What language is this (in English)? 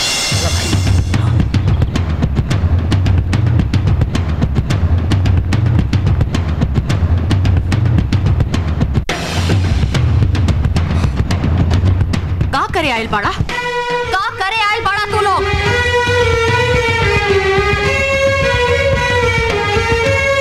Bhojpuri